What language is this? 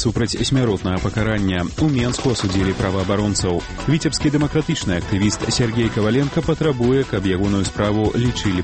Belarusian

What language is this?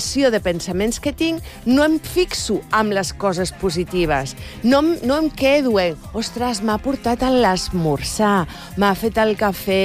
Catalan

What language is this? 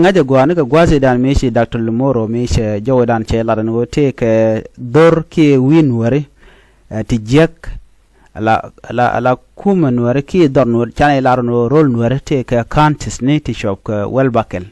Nuer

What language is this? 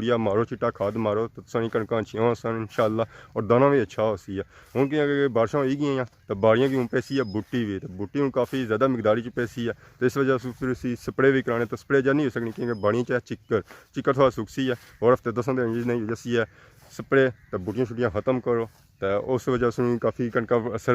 Pahari-Potwari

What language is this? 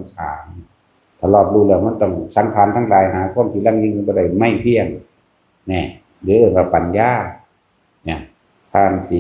Northeastern Thai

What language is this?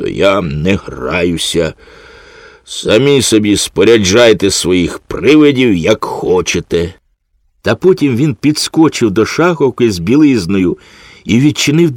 Ukrainian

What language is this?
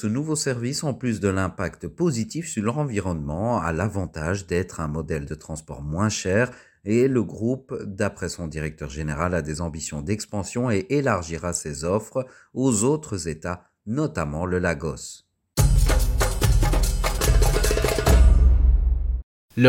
French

